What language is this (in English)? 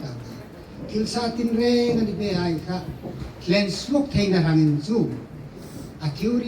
Hmar